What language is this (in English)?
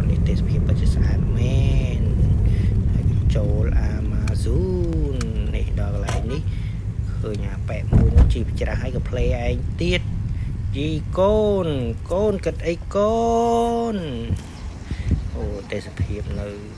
Khmer